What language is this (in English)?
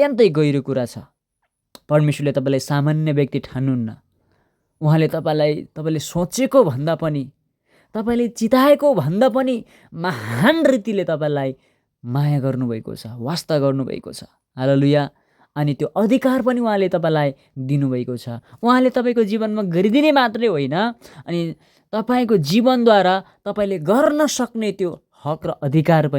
Nepali